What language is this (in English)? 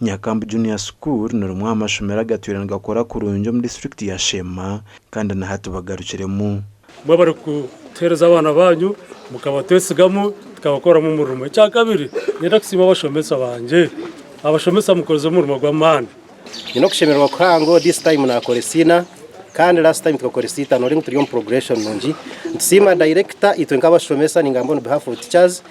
Nyankole